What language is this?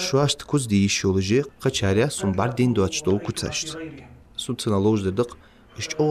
Ingush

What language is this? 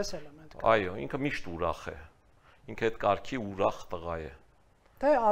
Armenian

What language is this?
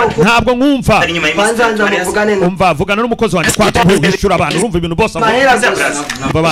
Kinyarwanda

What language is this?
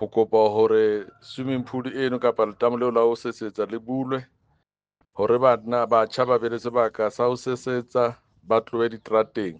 Southern Sotho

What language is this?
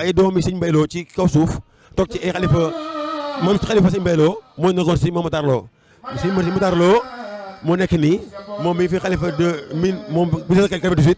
Wolof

